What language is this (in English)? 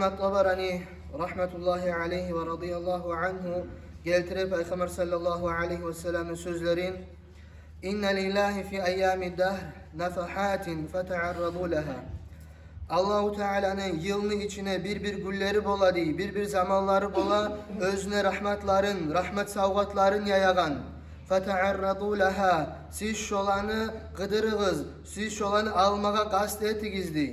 Kumyk